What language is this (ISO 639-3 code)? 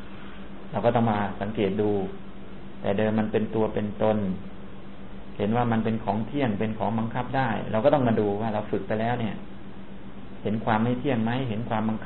tha